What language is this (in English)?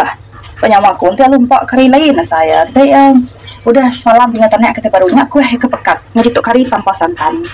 Iban